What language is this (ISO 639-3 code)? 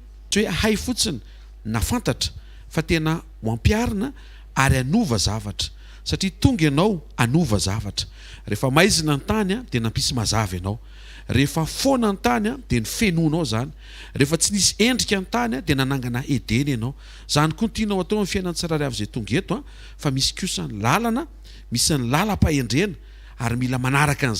mlg